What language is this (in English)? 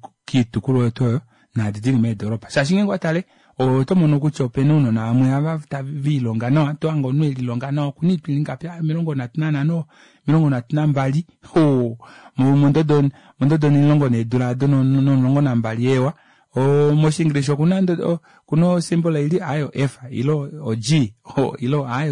Kuanyama